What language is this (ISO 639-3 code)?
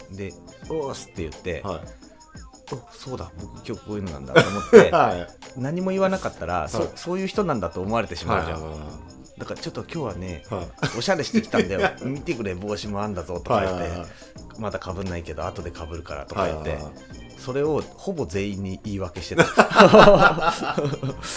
jpn